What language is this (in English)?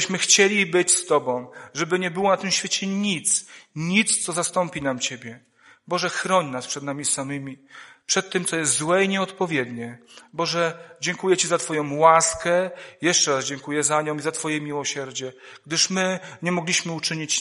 Polish